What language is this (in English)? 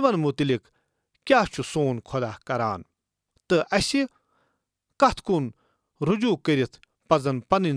Kashmiri